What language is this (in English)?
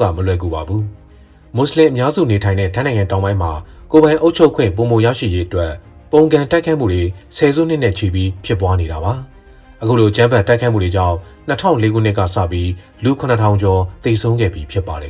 Burmese